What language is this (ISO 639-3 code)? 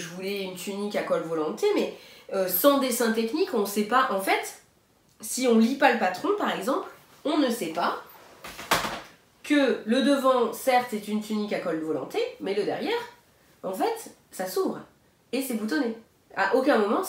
fra